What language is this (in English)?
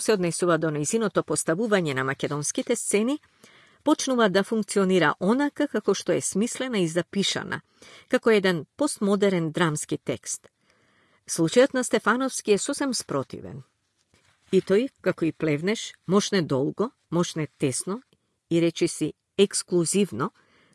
Macedonian